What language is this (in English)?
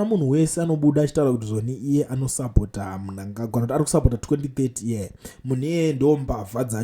Shona